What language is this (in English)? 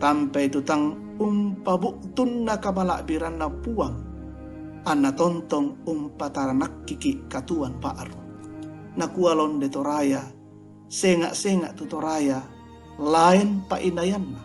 Toraja-Sa'dan